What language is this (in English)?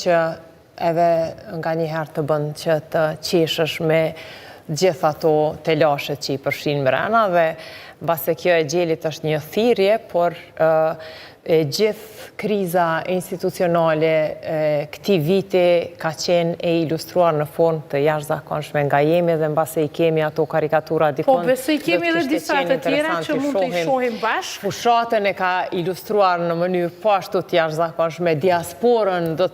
Albanian